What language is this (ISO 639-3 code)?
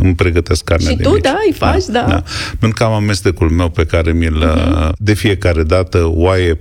ron